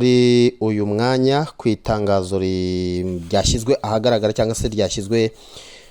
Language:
Kinyarwanda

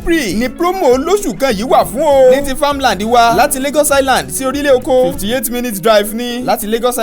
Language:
Yoruba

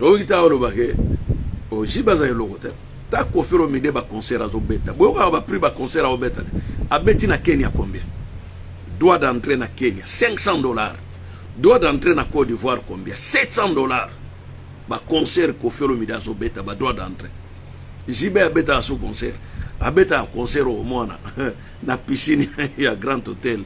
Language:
Lingala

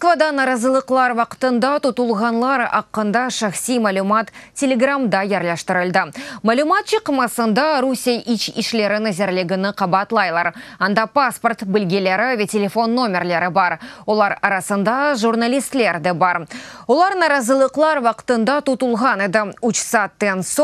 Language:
Crimean Tatar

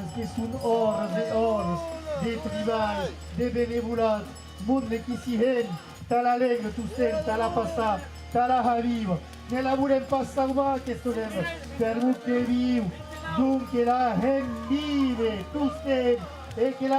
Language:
Occitan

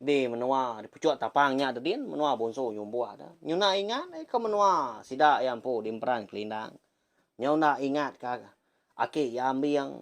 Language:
Iban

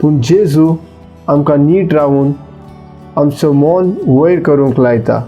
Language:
Konkani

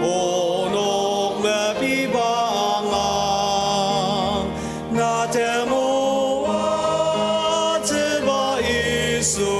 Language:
Ao Naga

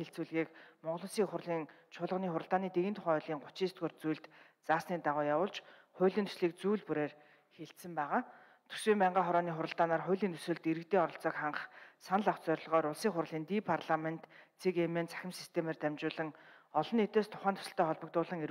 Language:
Mongolian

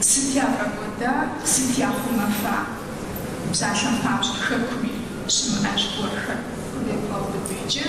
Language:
Kabardian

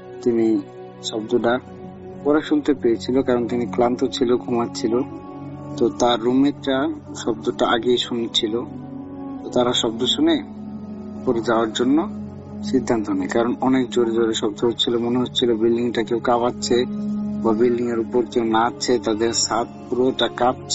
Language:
Bangla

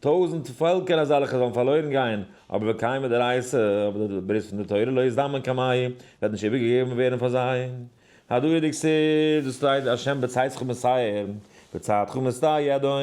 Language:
Yiddish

